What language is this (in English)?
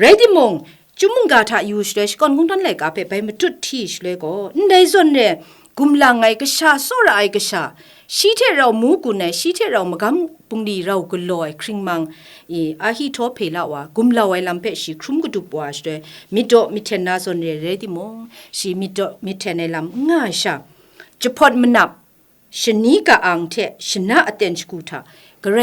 Kachin